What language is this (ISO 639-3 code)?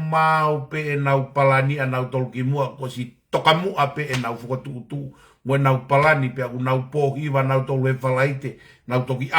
ton